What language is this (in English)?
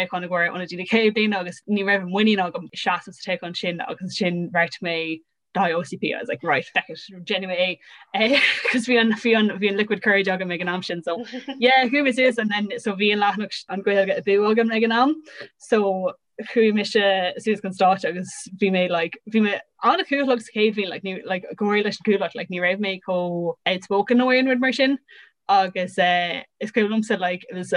Irish